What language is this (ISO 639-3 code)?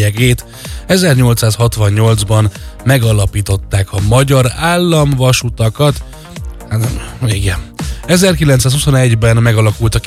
hun